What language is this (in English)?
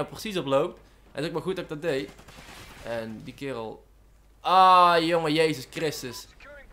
Dutch